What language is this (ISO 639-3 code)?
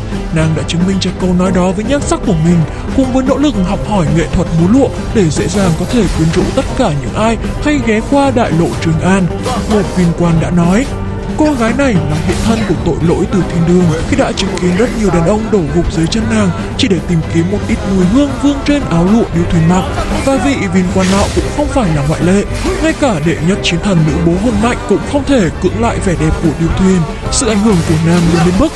vie